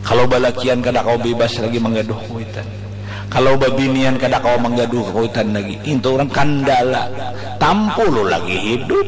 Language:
Banjar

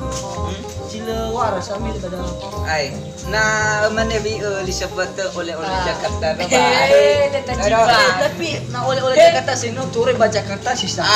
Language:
Nias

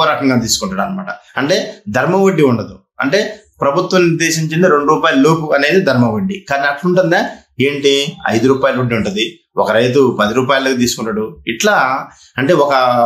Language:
Telugu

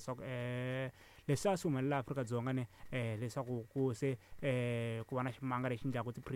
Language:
Tsonga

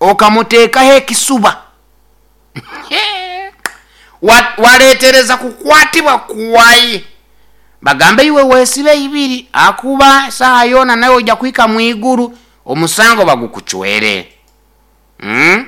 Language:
Nyoro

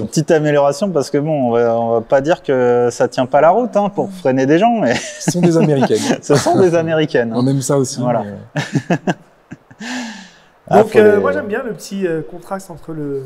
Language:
French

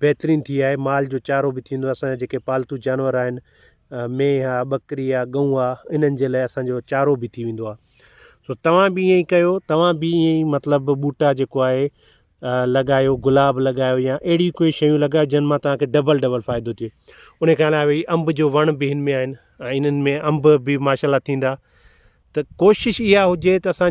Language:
Sindhi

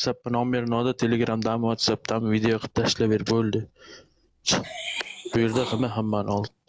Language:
Uzbek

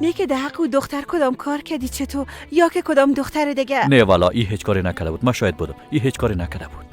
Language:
Persian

